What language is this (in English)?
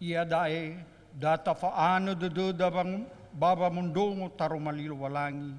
Nias